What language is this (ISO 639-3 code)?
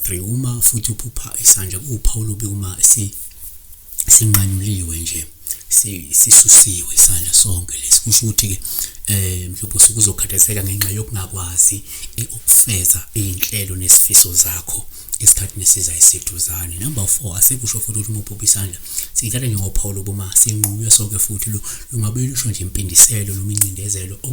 zul